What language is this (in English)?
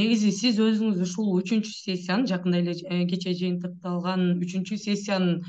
Kyrgyz